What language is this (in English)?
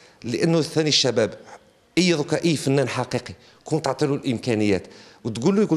Algerian Arabic